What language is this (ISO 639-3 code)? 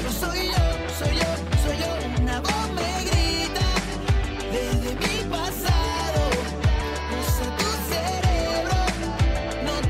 spa